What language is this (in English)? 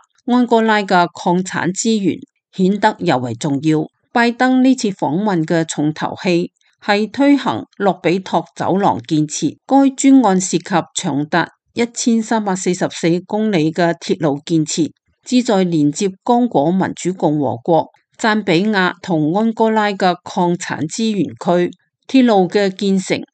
Cantonese